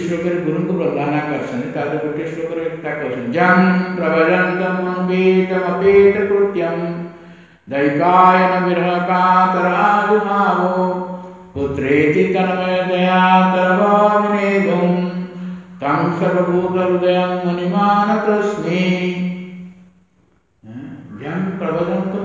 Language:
Odia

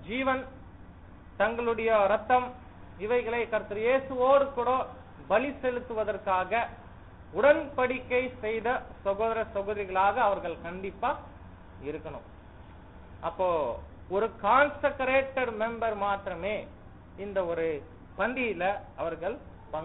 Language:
Tamil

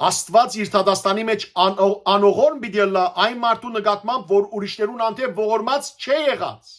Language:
Western Armenian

